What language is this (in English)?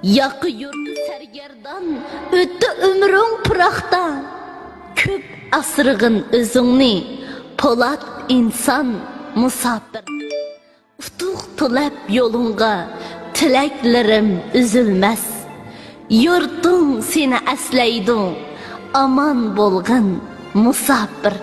Uyghur